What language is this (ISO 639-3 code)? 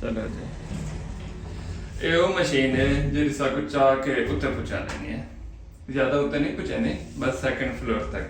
skr